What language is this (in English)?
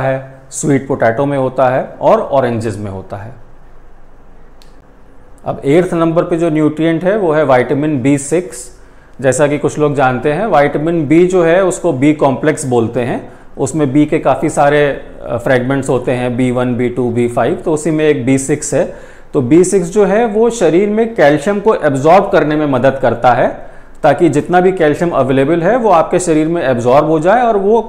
Hindi